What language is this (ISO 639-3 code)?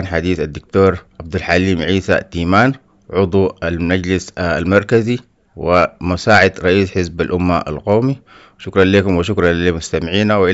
apd